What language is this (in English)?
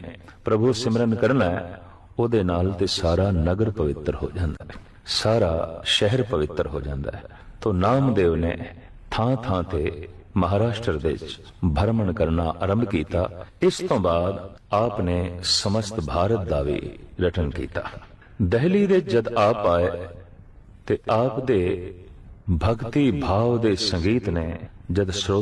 Punjabi